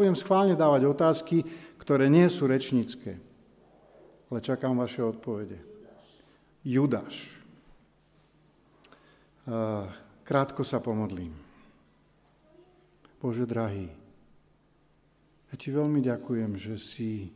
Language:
Slovak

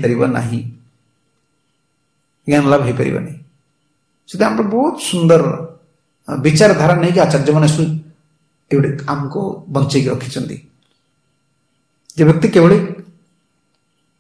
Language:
Odia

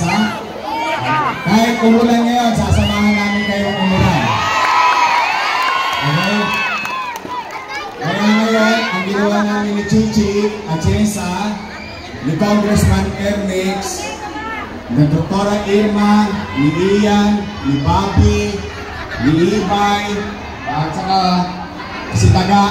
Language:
Filipino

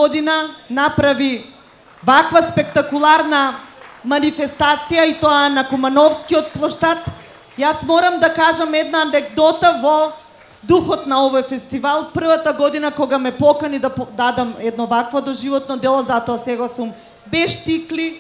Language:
Macedonian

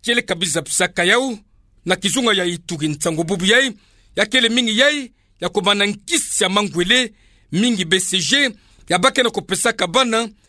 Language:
Kituba (Democratic Republic of Congo)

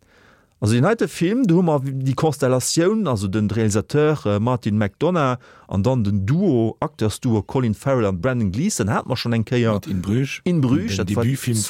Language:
Luxembourgish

